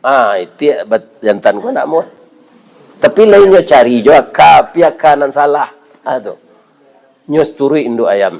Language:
Minangkabau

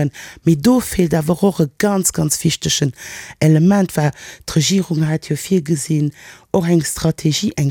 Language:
Luxembourgish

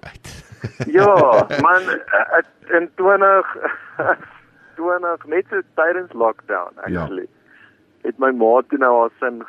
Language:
Afrikaans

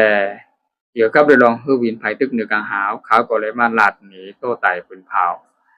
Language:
Shan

